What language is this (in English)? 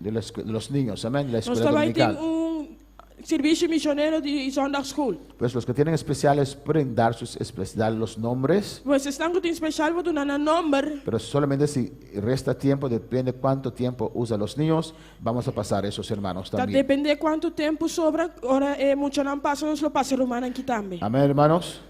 Papiamento